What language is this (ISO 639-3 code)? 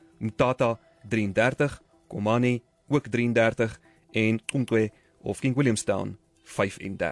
afr